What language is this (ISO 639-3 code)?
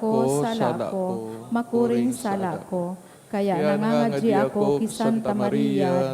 bik